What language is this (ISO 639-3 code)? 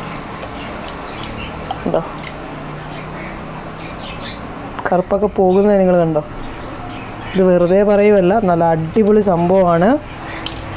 mal